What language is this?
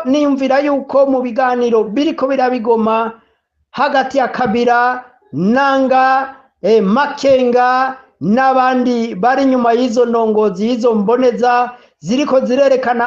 Rundi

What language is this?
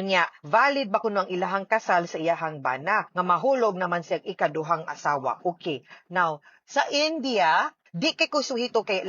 Cebuano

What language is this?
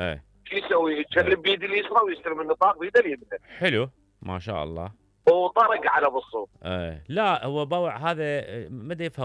Mesopotamian Arabic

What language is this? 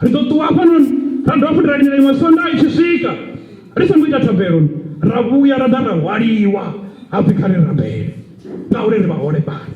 Venda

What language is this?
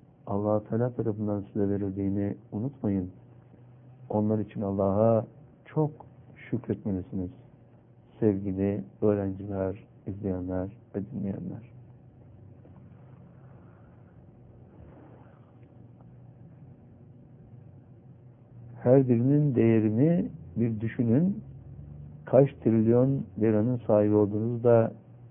Turkish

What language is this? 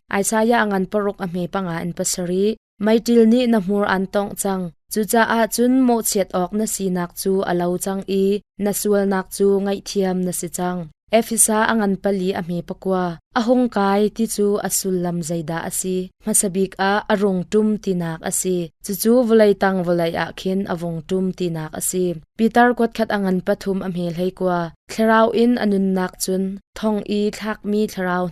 Hakha Chin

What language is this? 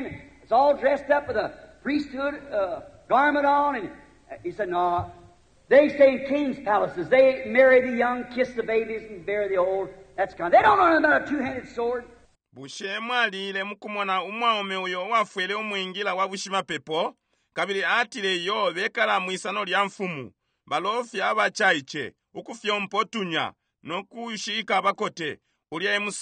Bemba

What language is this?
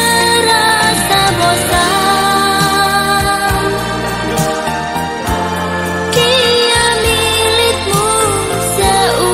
Indonesian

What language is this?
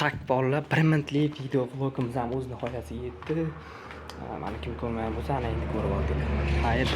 Uzbek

